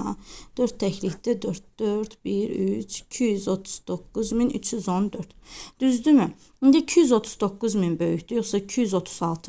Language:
Azerbaijani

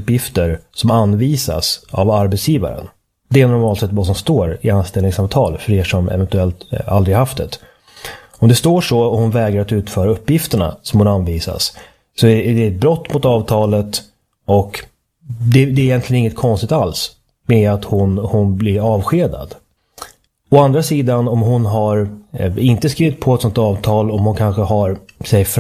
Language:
Swedish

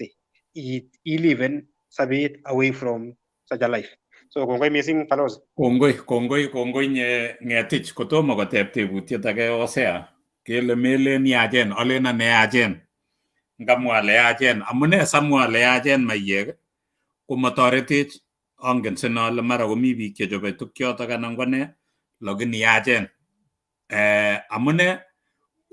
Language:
Kalenjin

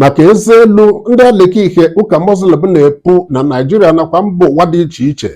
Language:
Igbo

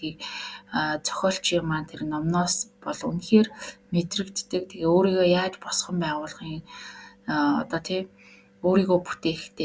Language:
Mongolian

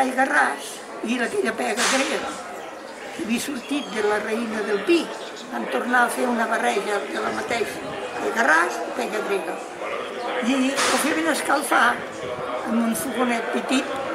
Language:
Catalan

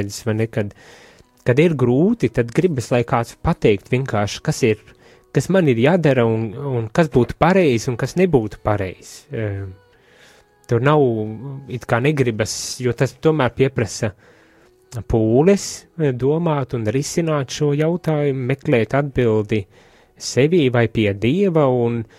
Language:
Latvian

